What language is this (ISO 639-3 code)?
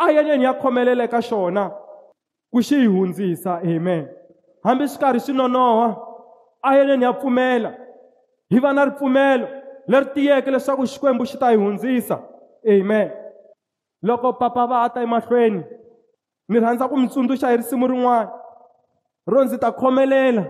tso